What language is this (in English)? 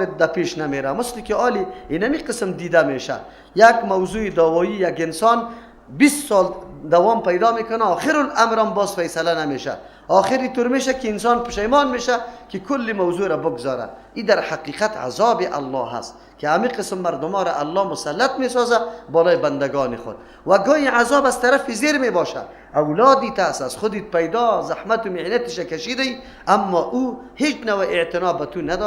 Persian